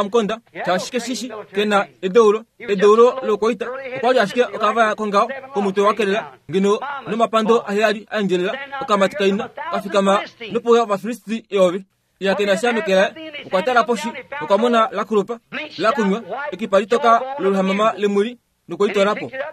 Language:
Kuanyama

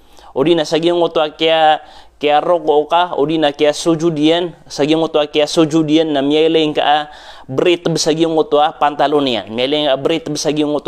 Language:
Maranao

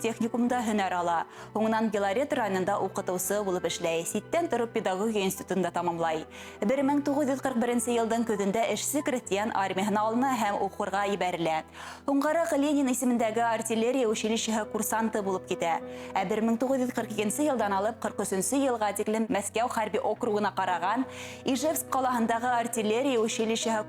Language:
Bashkir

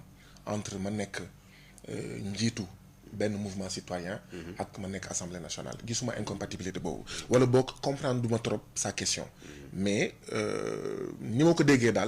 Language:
Wolof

